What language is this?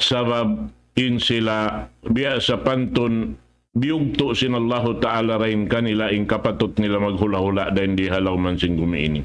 Tausug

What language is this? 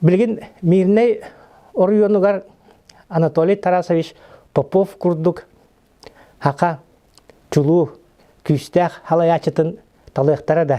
Yakut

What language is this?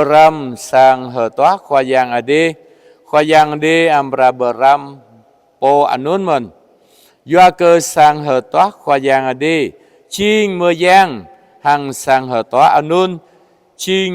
Jarai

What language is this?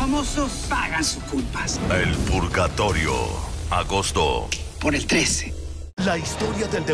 Spanish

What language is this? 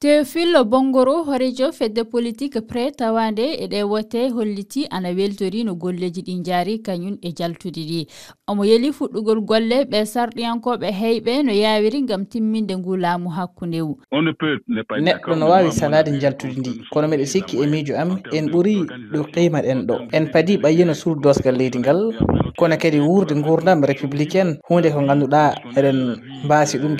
Fula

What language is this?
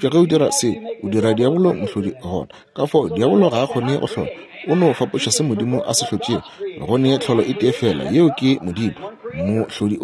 Northern Sotho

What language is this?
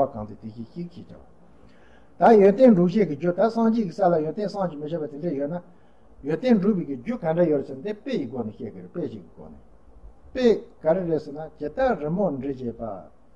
Tibetan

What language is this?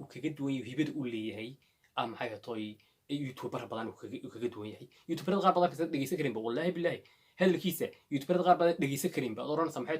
Somali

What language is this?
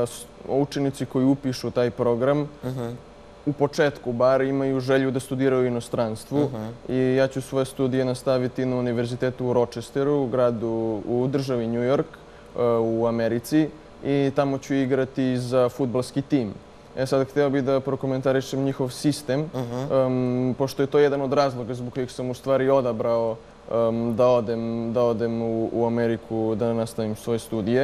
Serbian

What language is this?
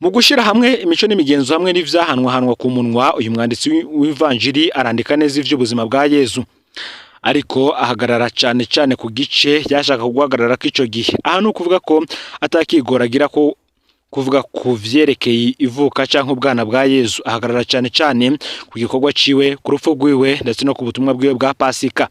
Rundi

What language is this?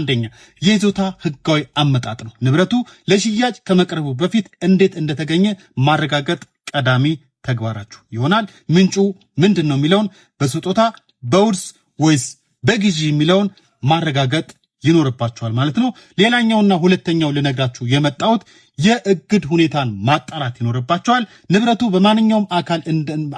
Amharic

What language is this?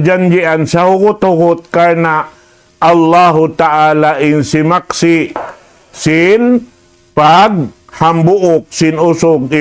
Tausug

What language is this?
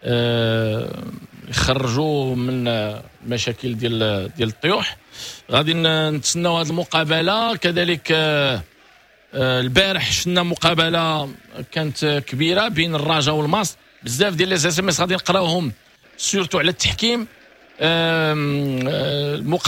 Moroccan Arabic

